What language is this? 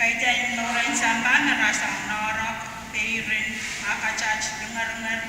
Pohnpeian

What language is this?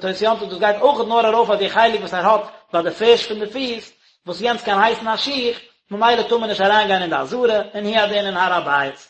Yiddish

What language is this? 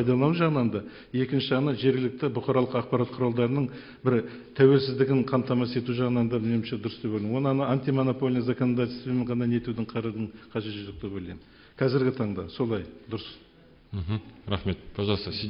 Kazakh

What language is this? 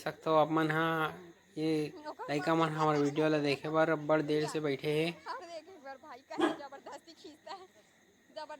Chhattisgarhi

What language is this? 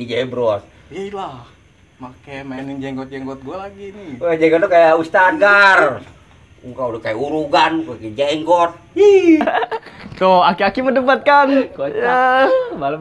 Betawi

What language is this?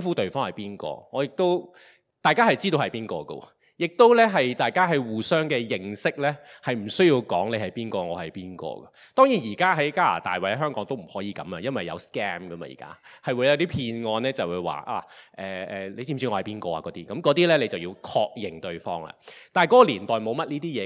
Cantonese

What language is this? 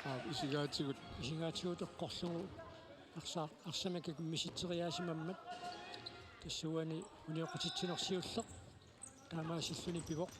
Kalaallisut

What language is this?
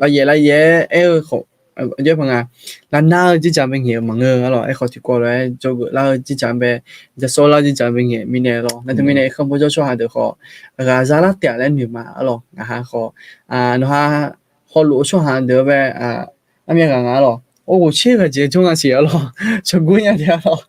Akha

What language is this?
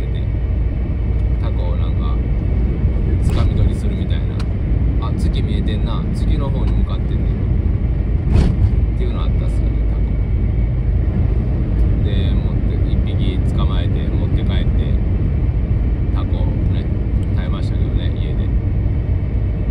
Japanese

